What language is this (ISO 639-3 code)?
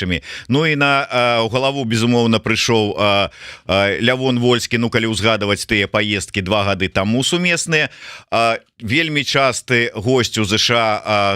bel